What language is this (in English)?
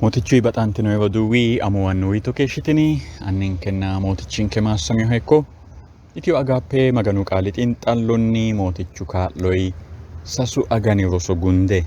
Sidamo